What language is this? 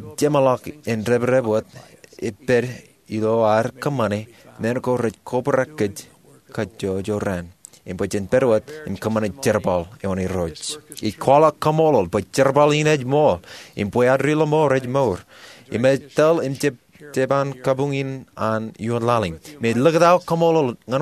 Marshallese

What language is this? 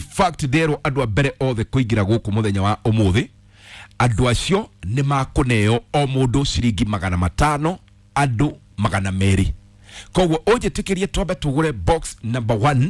Kikuyu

